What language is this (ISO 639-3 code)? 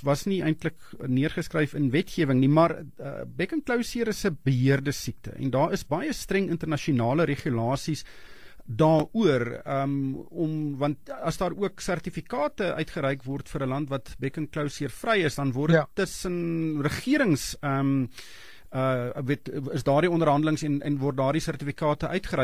afr